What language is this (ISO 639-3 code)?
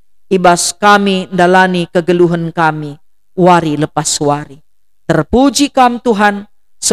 btx